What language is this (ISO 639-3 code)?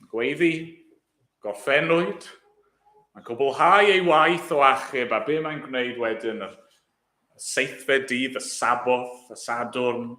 cym